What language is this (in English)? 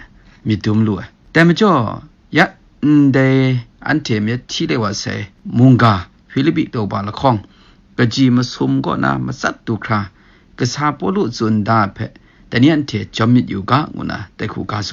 Kachin